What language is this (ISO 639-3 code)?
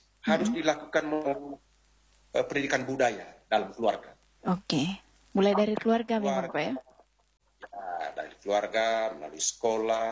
ind